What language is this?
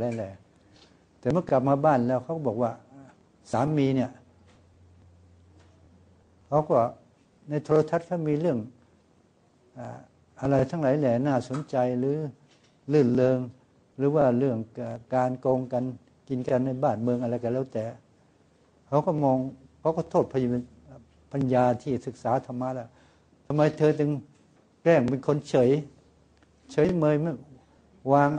Thai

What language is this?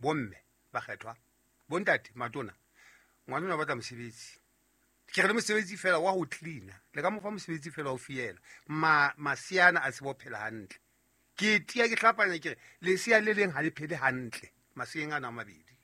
Southern Sotho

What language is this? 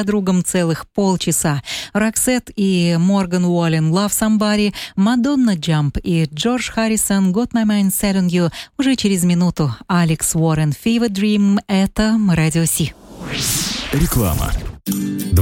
Russian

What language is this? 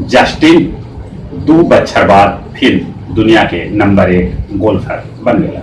Magahi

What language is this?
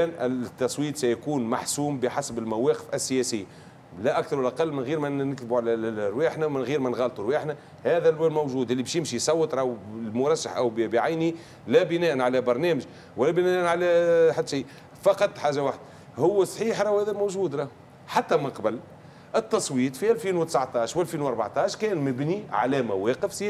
Tunisian Arabic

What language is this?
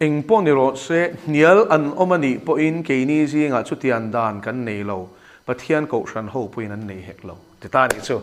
Mizo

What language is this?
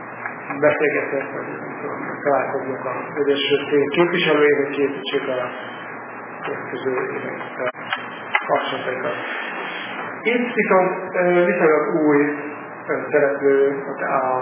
Hungarian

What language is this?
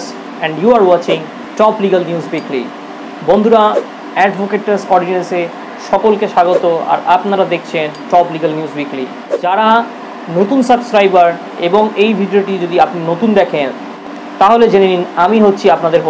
Bangla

